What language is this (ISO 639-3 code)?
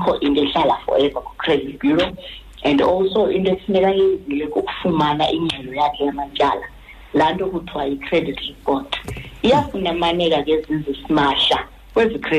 xho